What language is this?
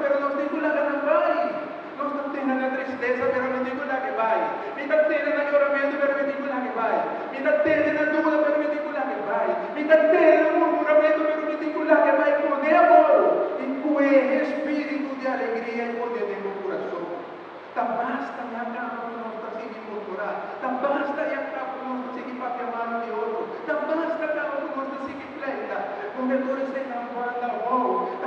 Papiamento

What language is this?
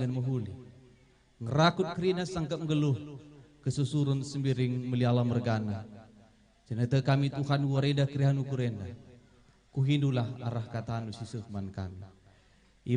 Batak Karo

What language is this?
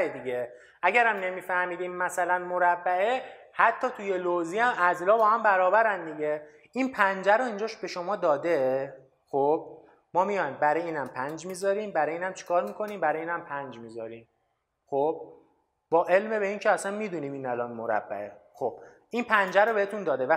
Persian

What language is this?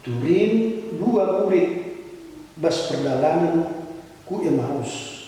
Batak Karo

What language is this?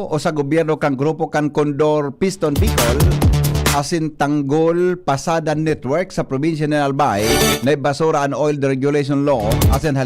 Bikol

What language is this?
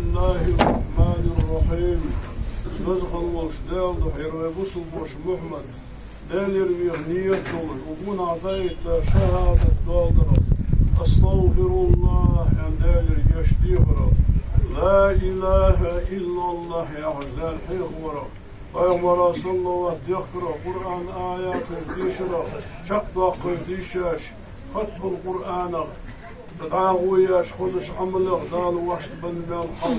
Ingush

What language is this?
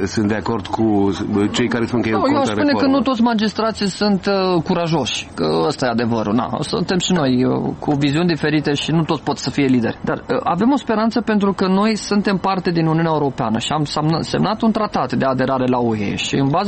Romanian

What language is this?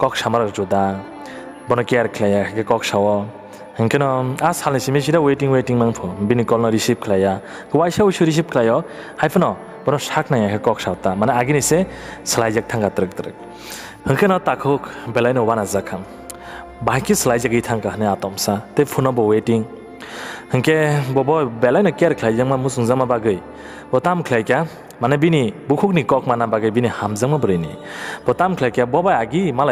Kok Borok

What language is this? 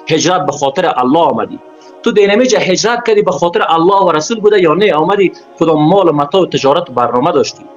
Tajik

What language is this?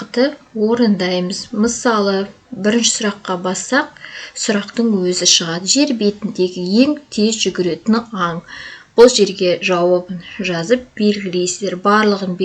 Kazakh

